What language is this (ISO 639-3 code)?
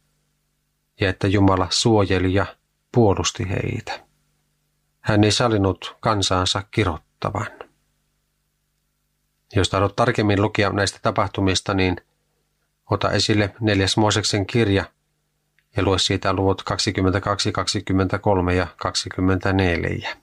fin